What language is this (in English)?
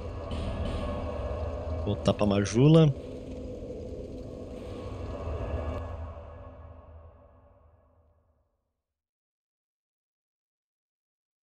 Portuguese